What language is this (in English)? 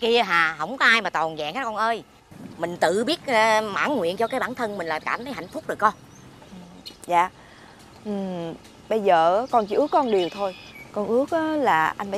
Vietnamese